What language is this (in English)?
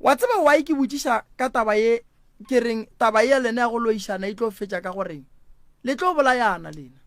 Northern Sotho